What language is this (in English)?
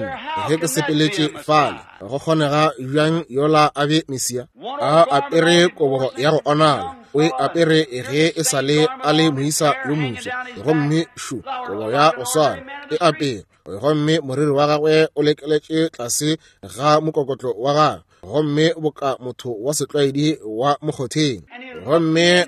Northern Sotho